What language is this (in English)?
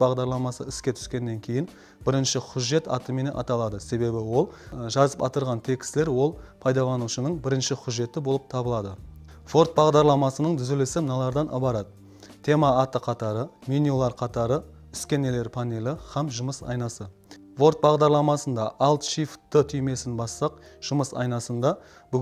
Kara-Kalpak